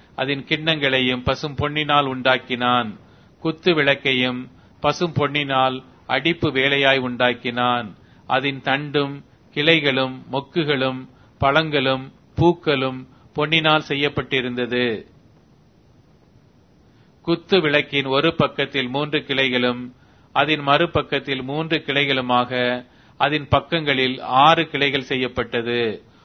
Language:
Tamil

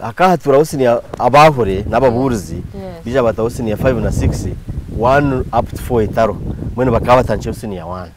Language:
Nyankole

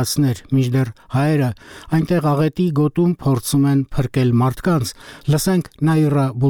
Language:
Armenian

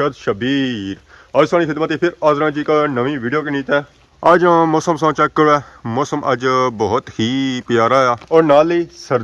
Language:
Pahari-Potwari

